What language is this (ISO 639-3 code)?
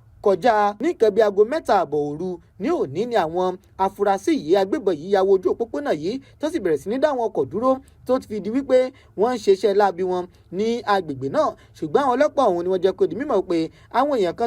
yor